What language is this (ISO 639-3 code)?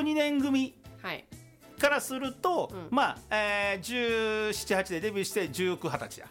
jpn